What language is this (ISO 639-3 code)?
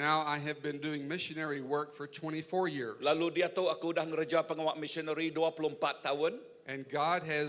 iba